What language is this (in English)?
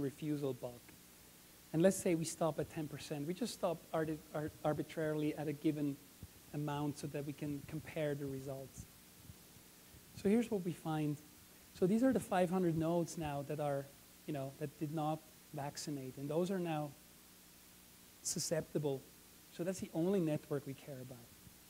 English